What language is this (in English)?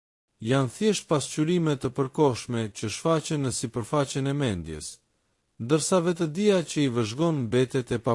Albanian